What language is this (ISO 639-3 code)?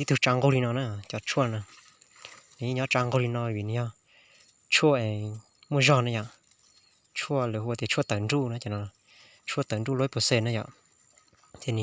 hmn